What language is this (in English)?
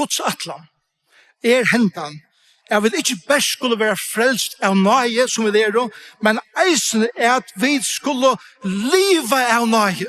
Faroese